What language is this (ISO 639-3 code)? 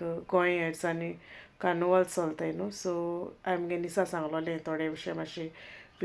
kok